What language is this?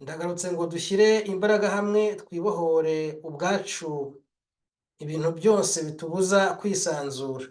Kinyarwanda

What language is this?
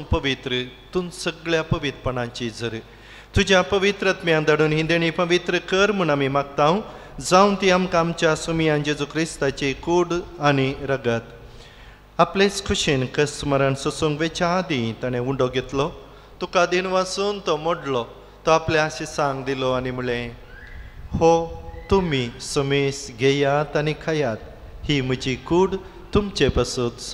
Konkani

